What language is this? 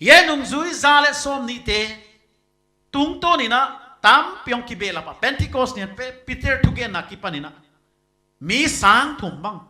Paite Chin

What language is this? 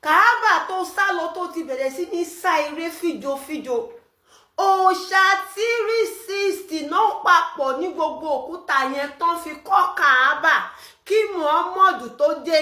Yoruba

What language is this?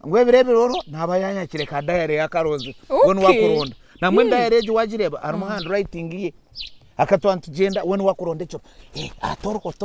Nyankole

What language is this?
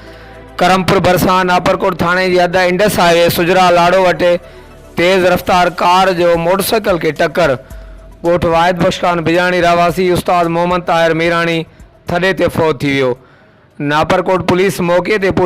Sindhi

